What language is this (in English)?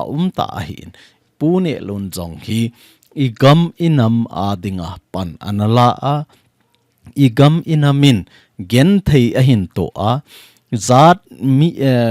Thado Chin